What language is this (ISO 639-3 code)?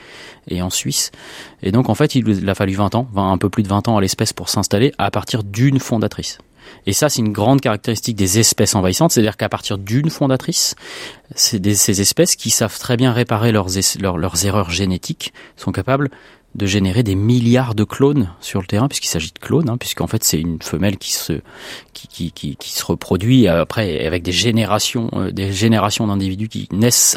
fra